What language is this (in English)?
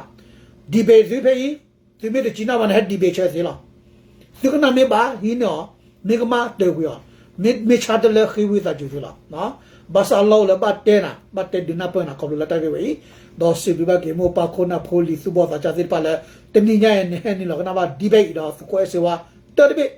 S'gaw Karen